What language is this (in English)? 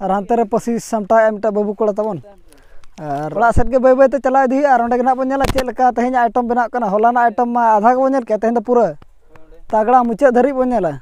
Santali